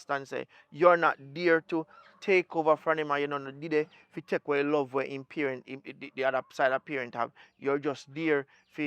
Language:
Jamaican Creole English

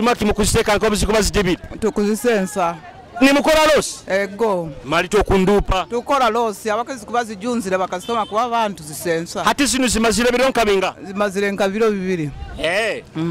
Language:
Nyoro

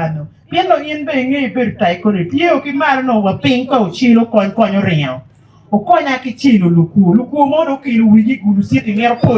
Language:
Acoli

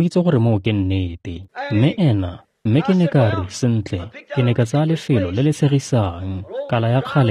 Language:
Tswana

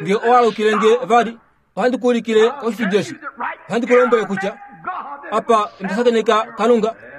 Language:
Kuanyama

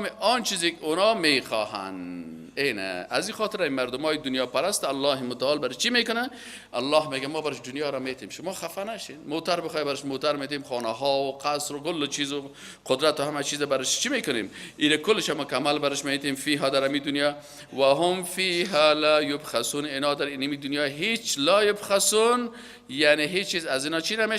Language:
Persian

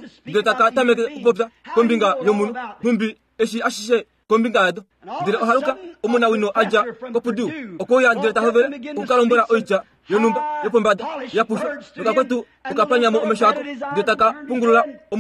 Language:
Kuanyama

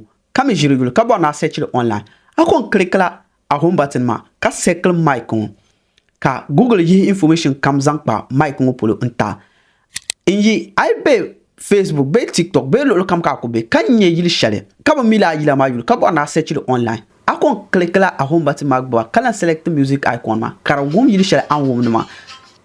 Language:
Dagbani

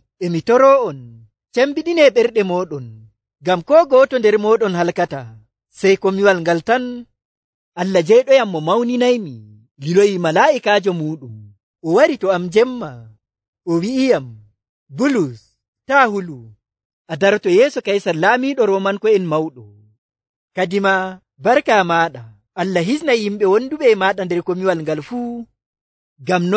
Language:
Nigerian Fulfulde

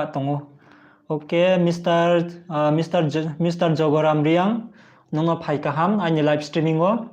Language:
Riang (India)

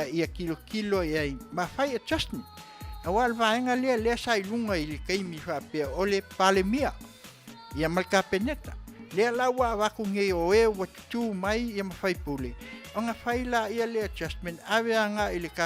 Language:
Samoan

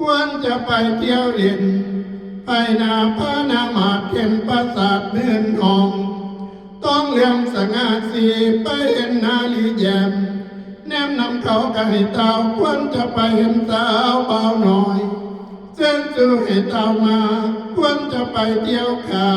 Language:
Northeastern Thai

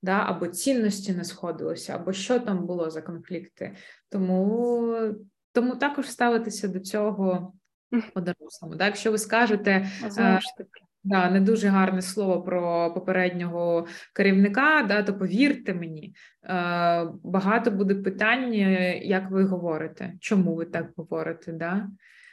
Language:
Ukrainian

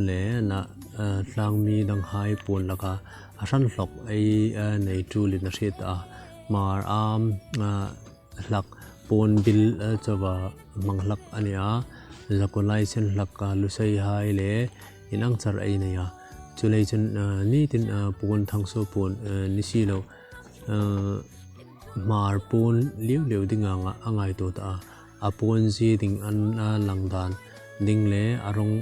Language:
Hmar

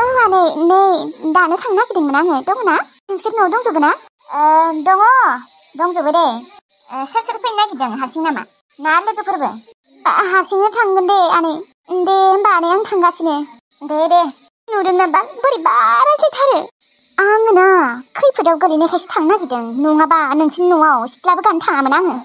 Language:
Bodo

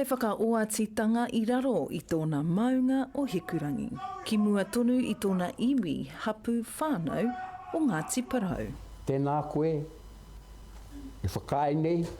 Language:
Māori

